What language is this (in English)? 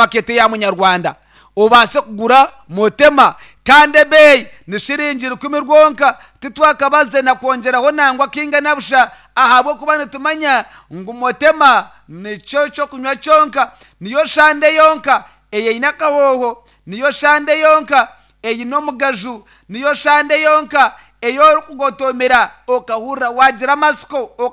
Nyankole